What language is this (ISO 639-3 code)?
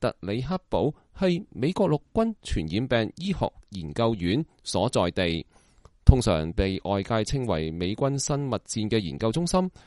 yue